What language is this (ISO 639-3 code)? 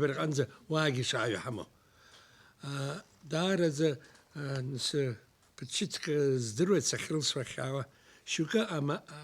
abk